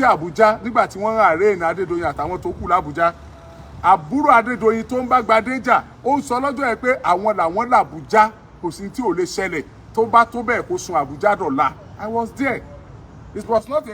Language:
Yoruba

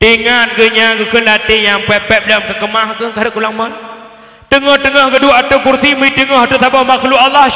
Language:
Achinese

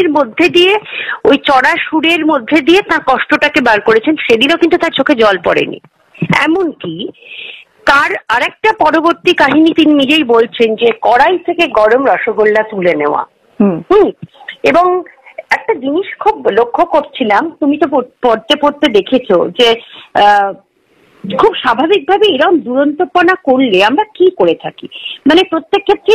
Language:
Bangla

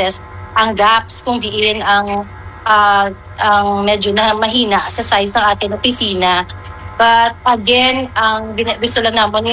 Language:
Hiligaynon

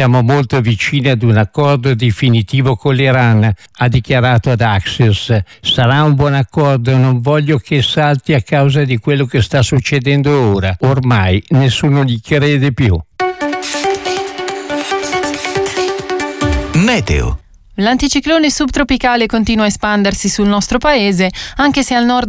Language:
Italian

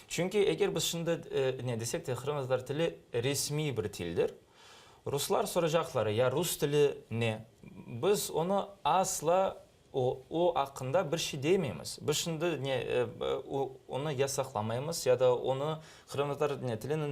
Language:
Crimean Tatar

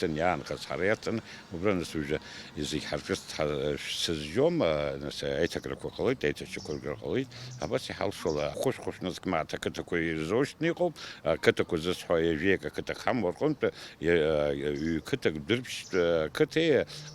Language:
Abkhazian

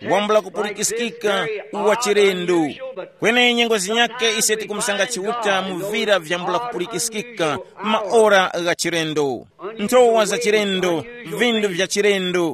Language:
Tumbuka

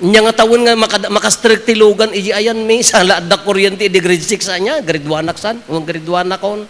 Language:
Iloko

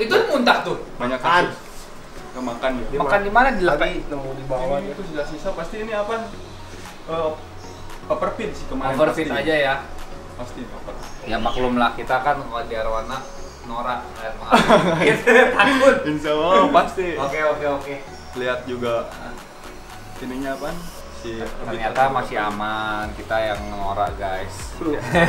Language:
Indonesian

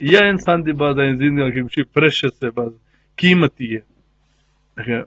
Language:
Eastern Balochi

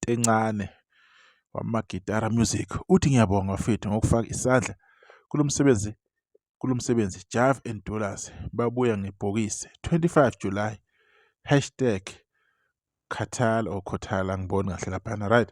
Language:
Zulu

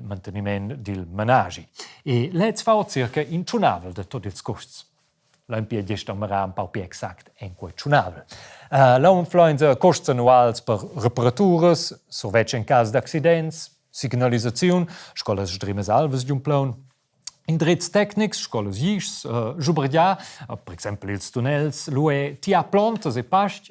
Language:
Romansh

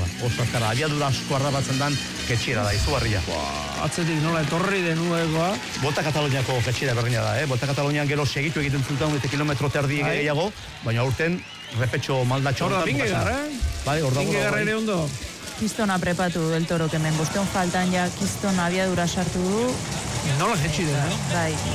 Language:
Basque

